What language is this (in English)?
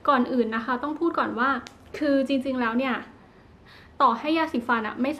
Thai